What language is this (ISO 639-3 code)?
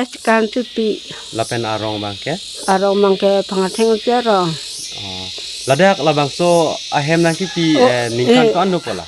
mjw